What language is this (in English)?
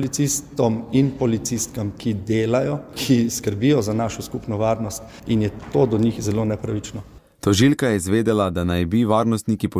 Slovenian